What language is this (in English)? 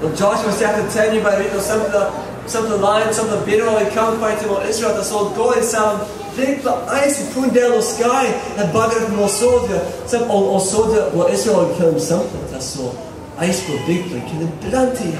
Tok Pisin